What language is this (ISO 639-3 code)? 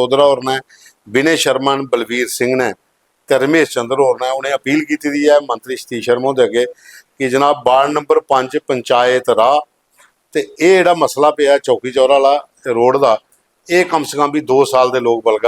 doi